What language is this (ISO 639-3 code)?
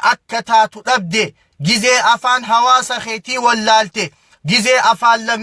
orm